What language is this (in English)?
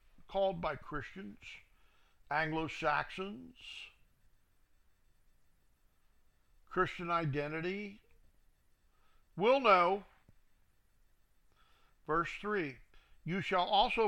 English